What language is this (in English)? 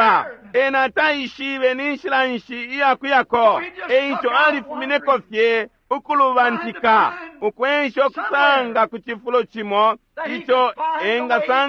Bemba